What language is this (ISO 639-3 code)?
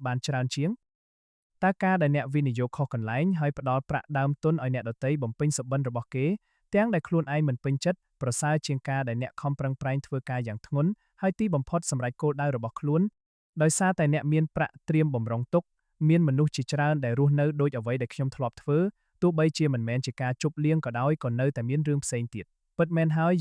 khm